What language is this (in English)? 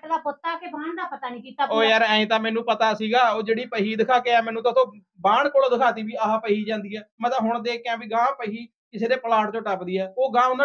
Punjabi